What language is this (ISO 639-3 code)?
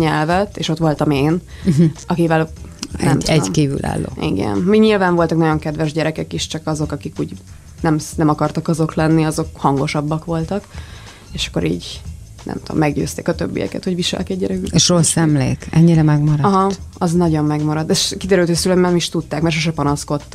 hun